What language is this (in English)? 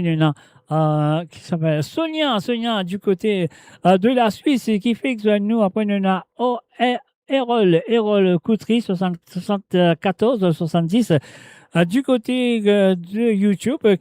Morisyen